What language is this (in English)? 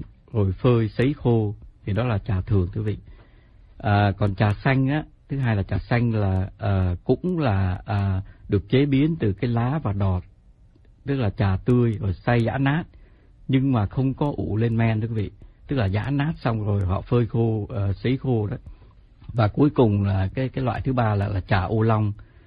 Vietnamese